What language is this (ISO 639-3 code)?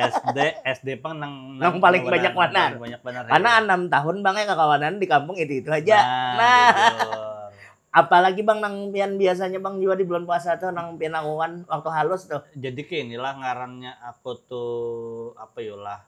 bjn